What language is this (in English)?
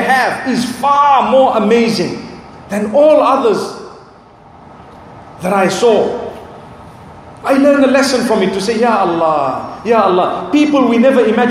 English